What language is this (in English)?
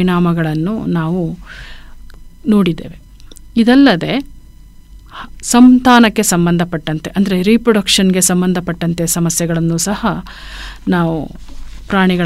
Kannada